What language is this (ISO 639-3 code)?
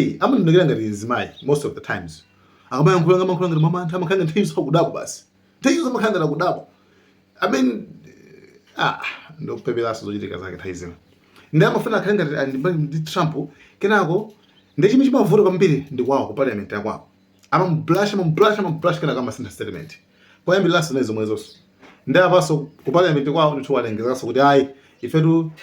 nya